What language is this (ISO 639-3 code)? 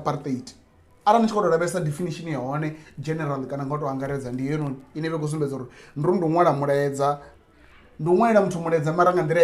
ven